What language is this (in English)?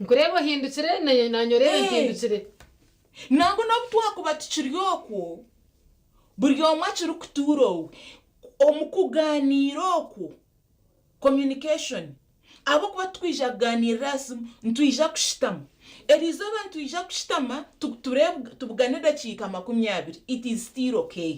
Nyankole